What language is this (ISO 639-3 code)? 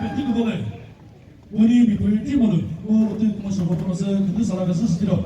nri